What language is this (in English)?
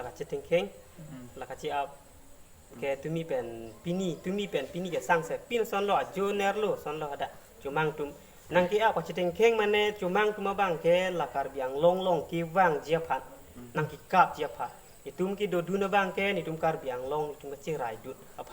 Karbi